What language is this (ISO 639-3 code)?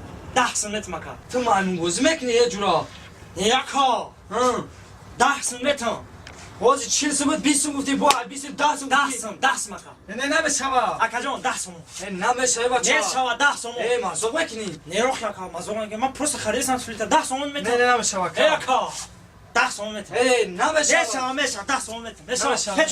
tgk